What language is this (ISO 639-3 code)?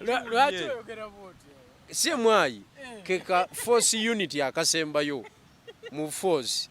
lug